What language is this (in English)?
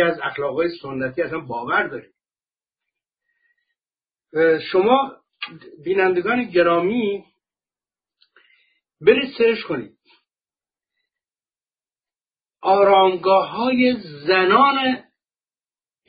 Persian